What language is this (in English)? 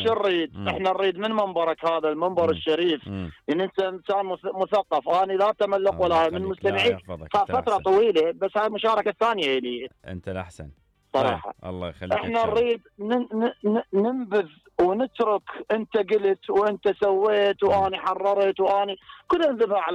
Mesopotamian Arabic